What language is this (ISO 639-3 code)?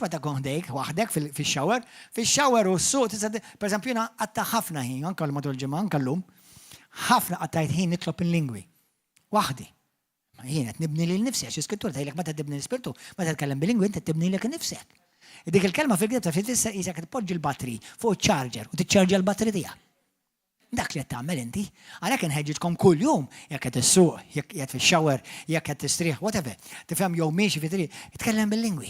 mlt